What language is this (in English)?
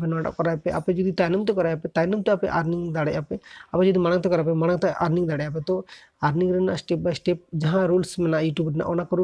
Santali